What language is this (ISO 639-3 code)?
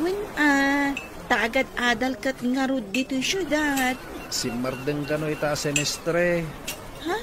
ilo